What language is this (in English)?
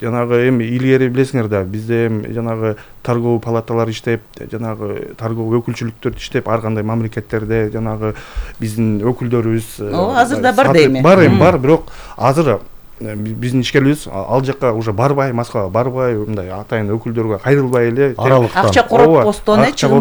Kyrgyz